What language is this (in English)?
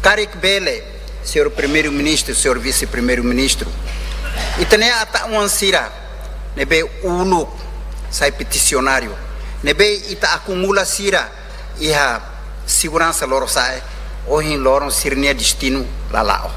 Tetum